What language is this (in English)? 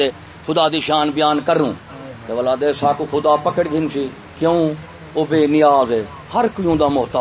Saraiki